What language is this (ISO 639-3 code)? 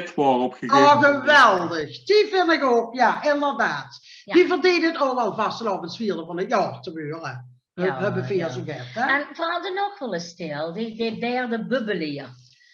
lim